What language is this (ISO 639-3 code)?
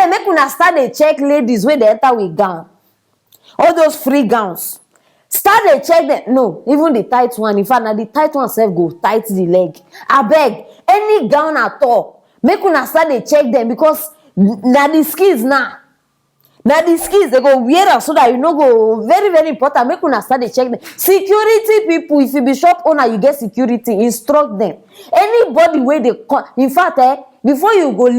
pcm